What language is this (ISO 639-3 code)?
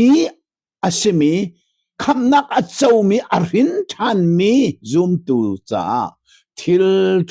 cnh